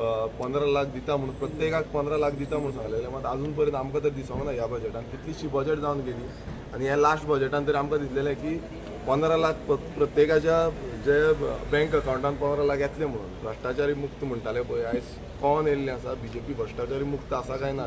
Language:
Konkani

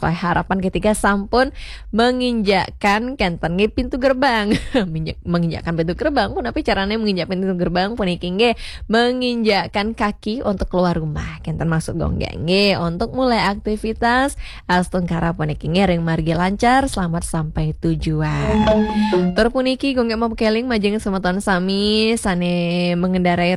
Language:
Balinese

